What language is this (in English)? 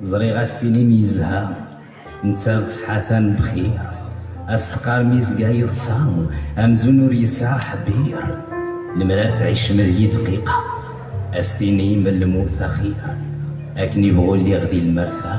Kabyle